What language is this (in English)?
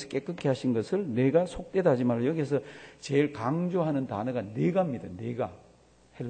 Korean